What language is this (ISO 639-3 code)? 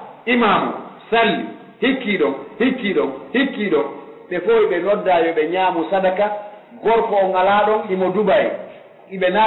fuf